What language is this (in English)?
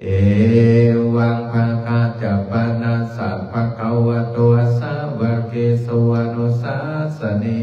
Pali